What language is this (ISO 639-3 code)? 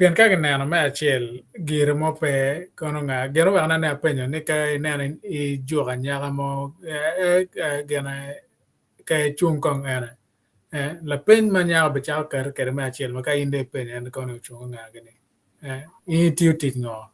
ach